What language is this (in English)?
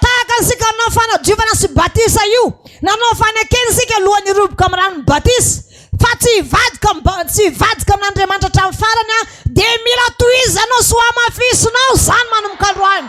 Malagasy